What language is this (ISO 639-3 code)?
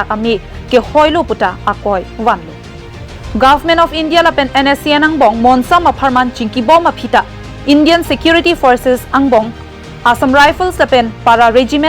mjw